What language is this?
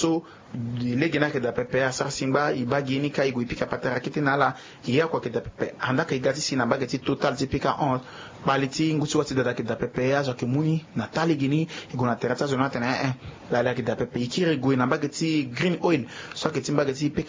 Sango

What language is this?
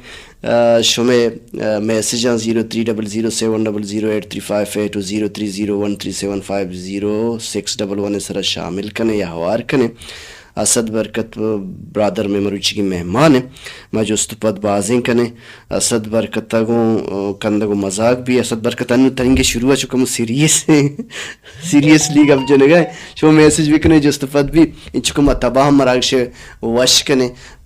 Baluchi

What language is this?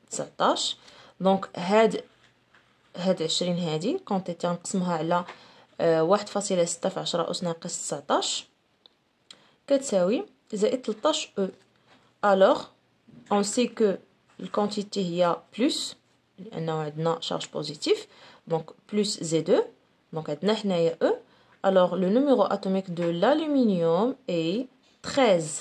Moroccan Arabic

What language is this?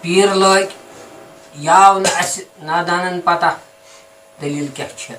Kashmiri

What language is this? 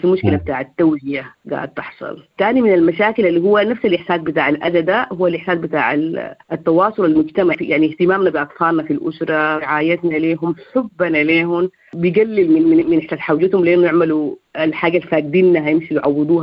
Sudanese Arabic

